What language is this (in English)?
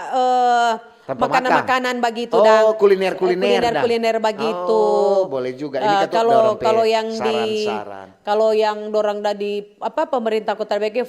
Manado Malay